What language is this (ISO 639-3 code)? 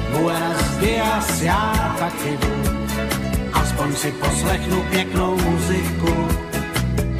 ces